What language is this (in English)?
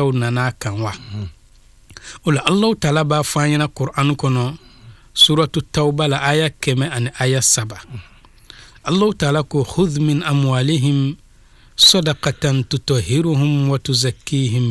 Bambara